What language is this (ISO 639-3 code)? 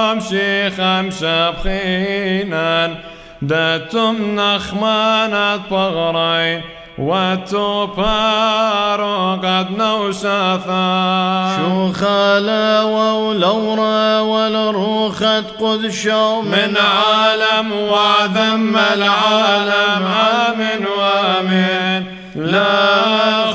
syc